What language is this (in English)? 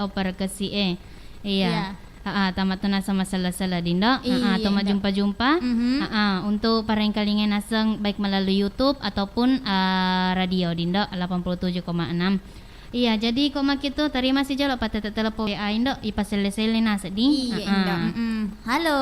Buginese